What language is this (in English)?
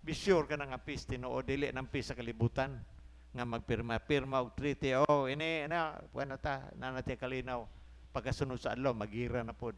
Cebuano